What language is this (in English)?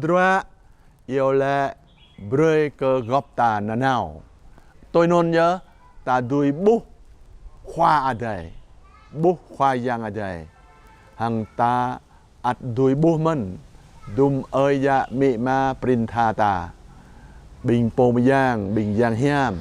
Jarai